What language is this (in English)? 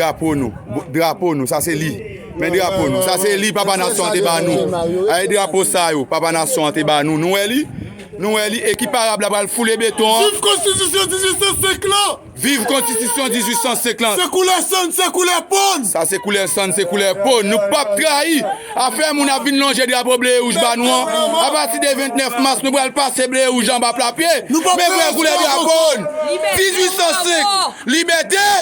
Haitian Creole